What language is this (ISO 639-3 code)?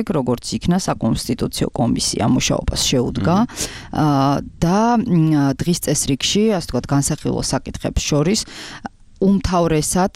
kat